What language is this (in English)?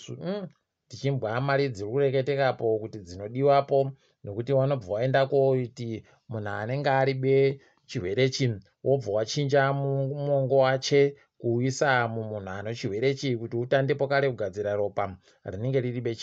Ndau